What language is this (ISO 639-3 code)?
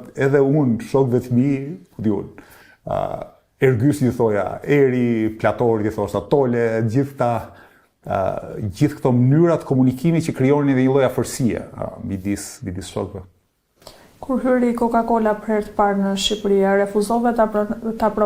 sqi